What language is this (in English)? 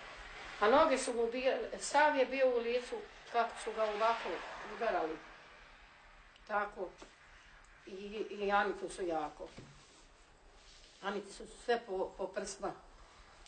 Croatian